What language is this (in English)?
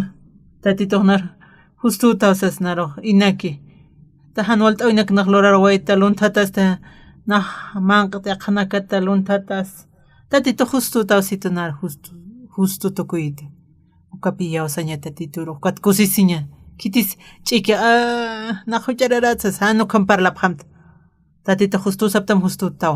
Aymara